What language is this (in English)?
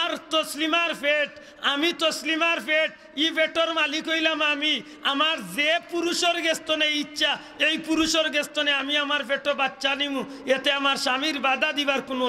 Sylheti